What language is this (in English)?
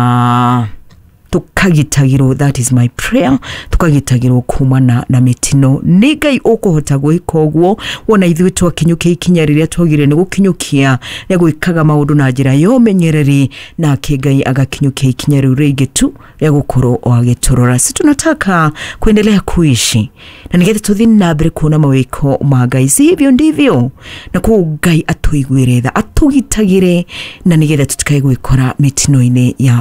Kikuyu